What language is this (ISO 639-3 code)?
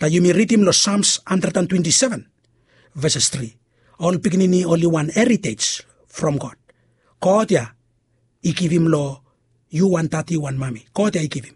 bis